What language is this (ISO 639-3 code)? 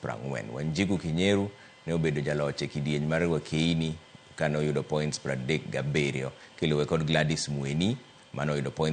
luo